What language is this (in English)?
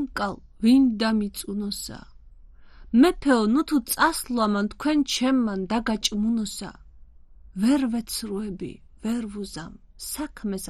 Georgian